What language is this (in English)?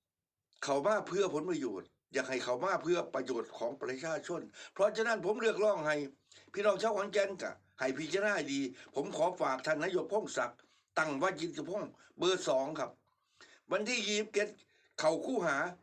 Lao